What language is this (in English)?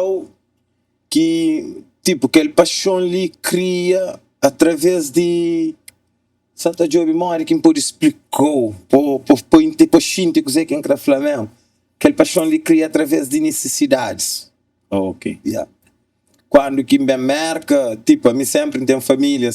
Kabuverdianu